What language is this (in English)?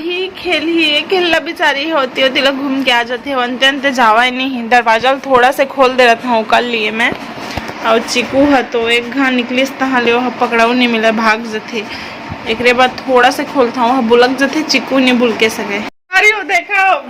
Chhattisgarhi